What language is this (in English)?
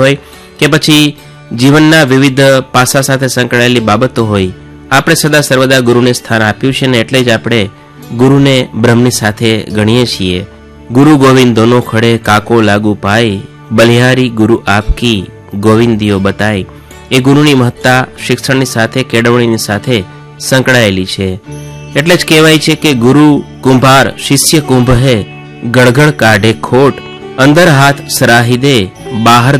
Gujarati